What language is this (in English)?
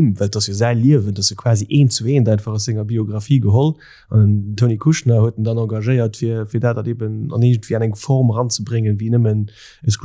Luxembourgish